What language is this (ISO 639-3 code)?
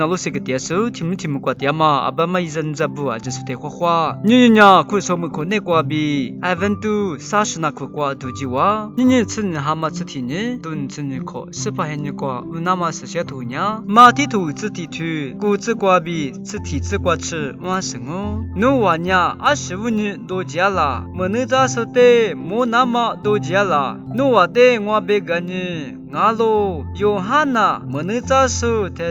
lis